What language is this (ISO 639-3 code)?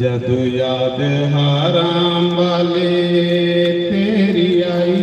doi